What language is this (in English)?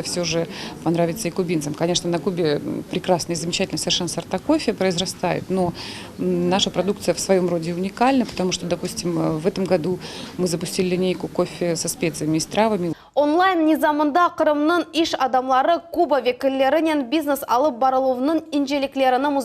Crimean Tatar